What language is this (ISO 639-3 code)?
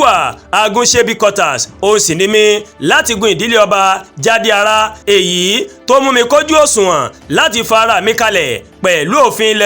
yor